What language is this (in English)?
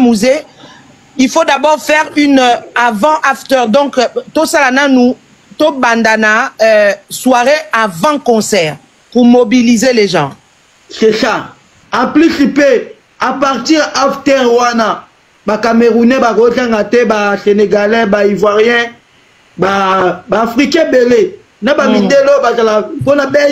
Lingala